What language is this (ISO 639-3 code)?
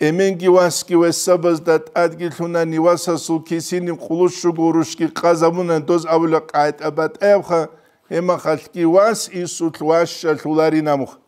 ava